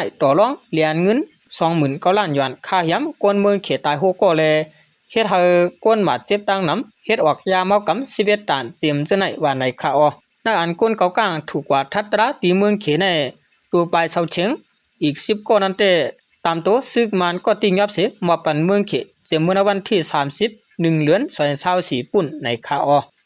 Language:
Shan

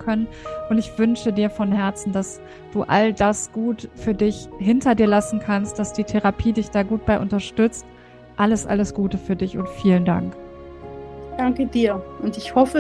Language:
German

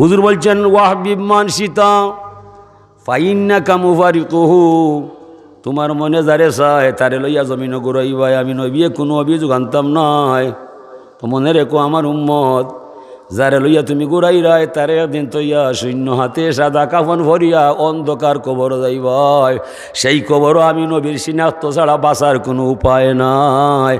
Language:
Sylheti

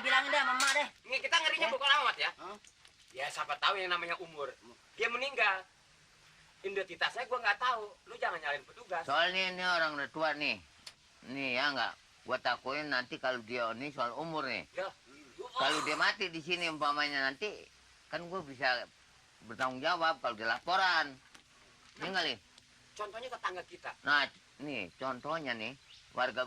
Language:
Betawi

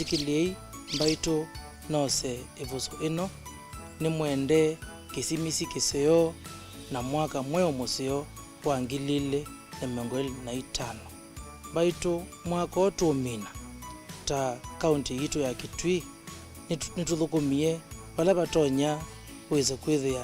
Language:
Kamba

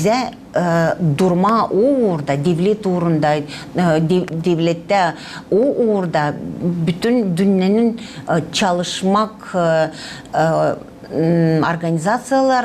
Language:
Gagauz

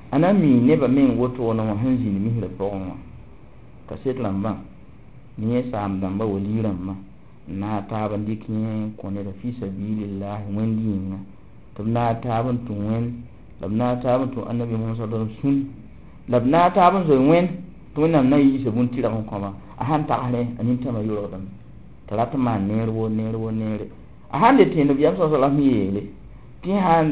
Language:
Mossi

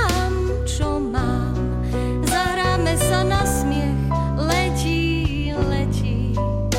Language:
Slovak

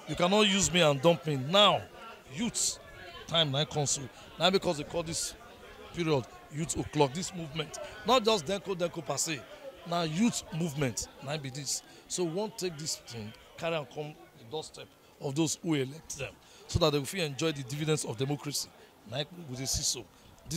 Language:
Nigerian Pidgin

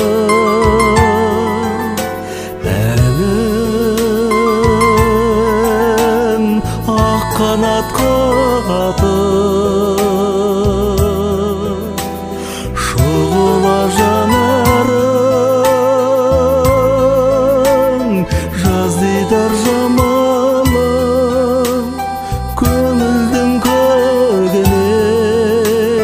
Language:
Kazakh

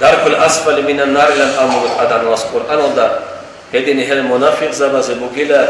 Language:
Avaric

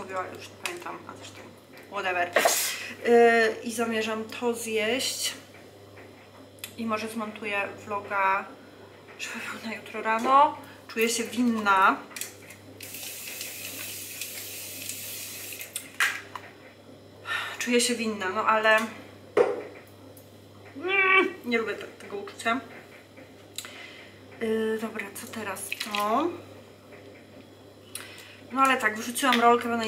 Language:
Polish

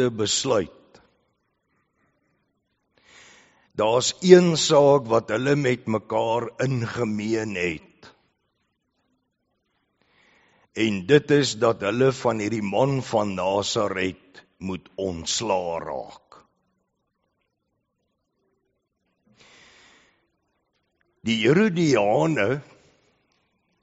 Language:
Afrikaans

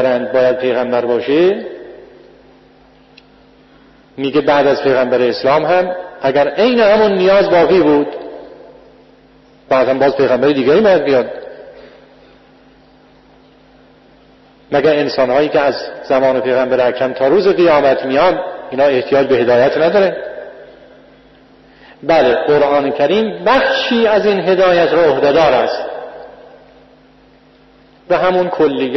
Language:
Persian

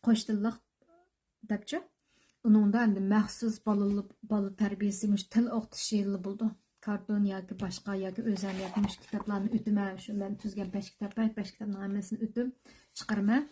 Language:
Uyghur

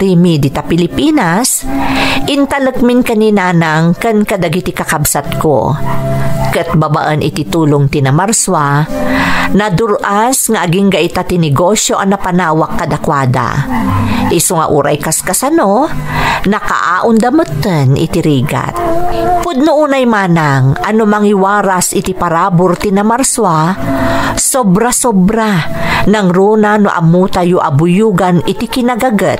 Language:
Iloko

